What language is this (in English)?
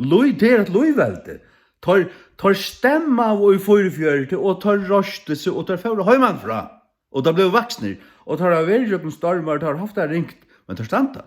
Faroese